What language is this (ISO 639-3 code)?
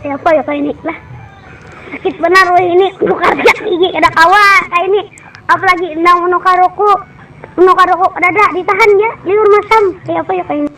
bjn